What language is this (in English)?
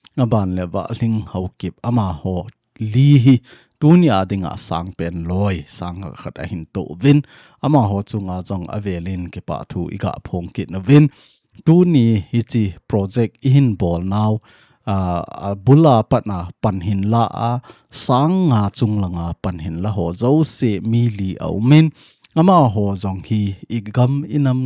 Thado Chin